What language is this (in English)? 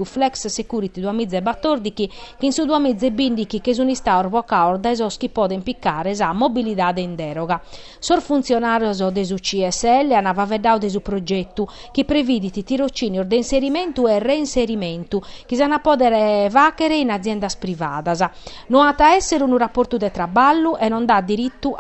Sardinian